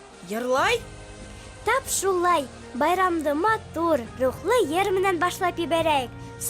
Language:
Bashkir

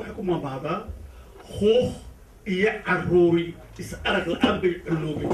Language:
Somali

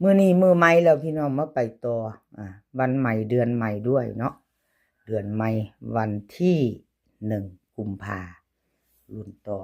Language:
Northeastern Thai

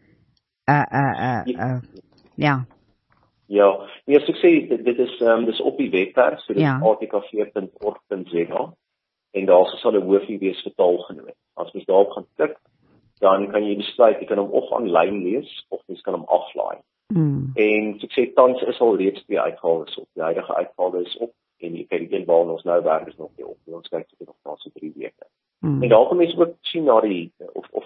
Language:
Afrikaans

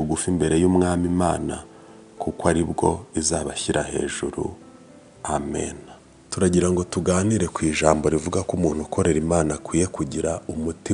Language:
Kinyarwanda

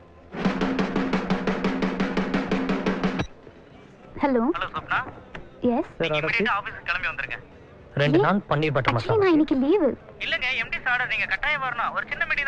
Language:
Tamil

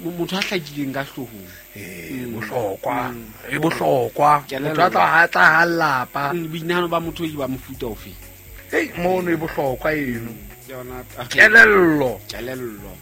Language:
Southern Sotho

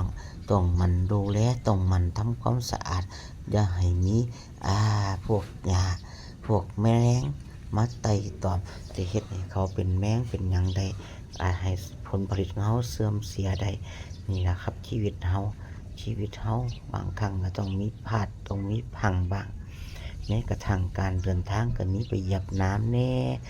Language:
Lao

